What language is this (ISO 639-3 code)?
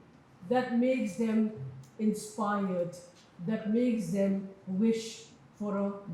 lus